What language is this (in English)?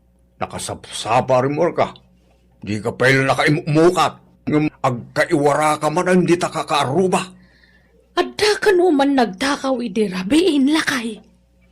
Iloko